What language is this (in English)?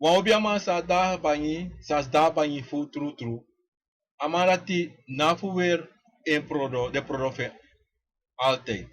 Sranan Tongo